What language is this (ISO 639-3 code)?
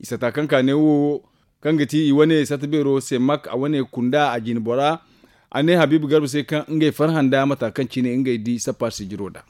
dje